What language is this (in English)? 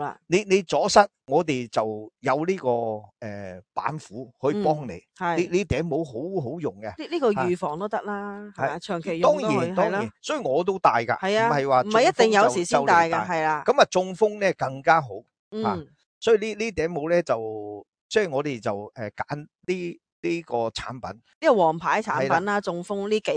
Cantonese